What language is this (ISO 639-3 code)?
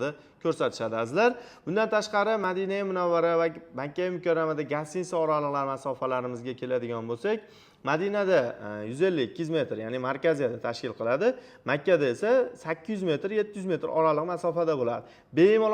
uzb